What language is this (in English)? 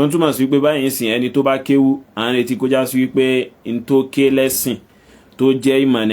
Yoruba